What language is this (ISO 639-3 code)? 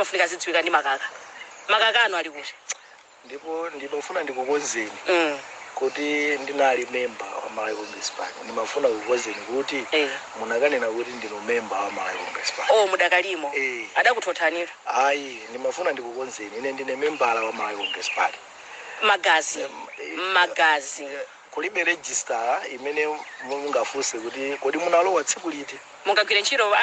nya